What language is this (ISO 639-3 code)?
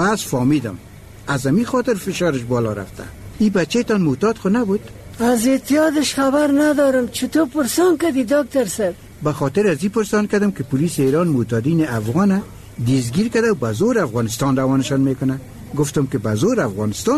fas